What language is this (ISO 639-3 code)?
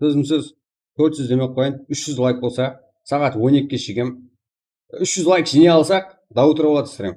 kaa